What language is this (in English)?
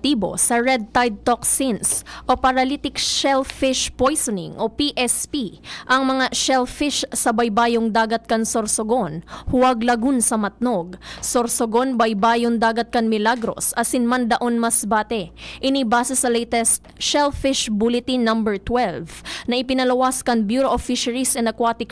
Bikol